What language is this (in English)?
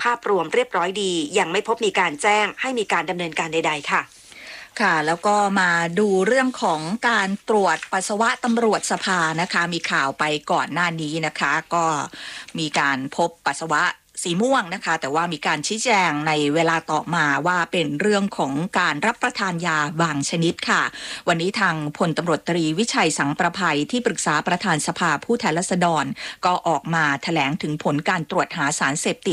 Thai